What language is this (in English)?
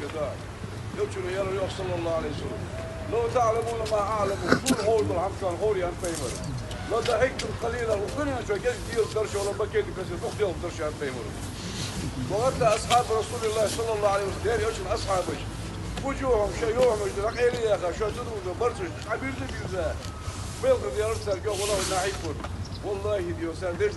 Ingush